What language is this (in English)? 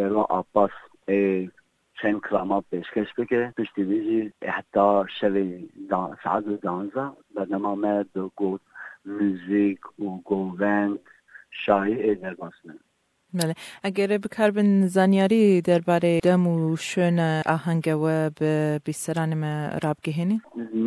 Kurdish